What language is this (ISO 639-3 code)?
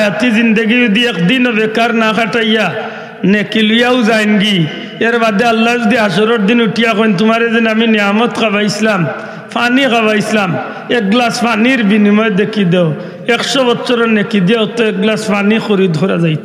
syl